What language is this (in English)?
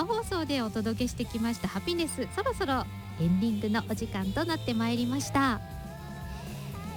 Japanese